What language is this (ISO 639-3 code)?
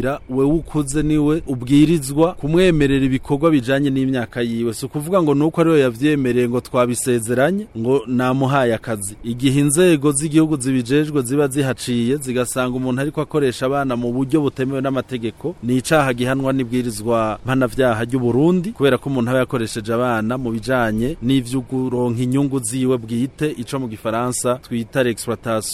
run